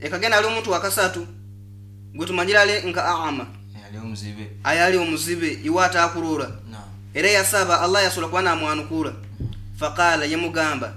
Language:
Nyoro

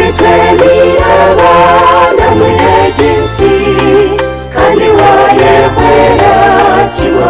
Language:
Nyankole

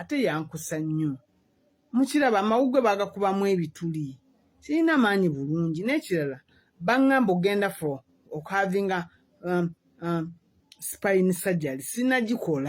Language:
Ganda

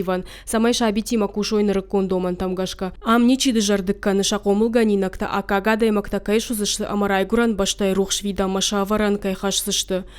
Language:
Ossetic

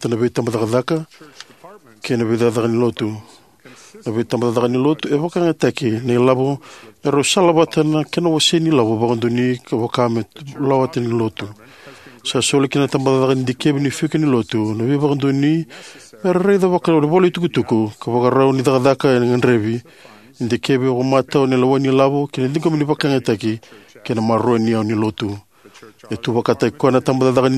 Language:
Fijian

